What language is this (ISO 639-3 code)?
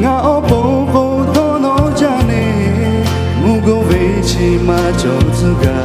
lhu